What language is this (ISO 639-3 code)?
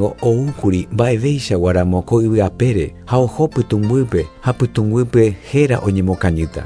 grn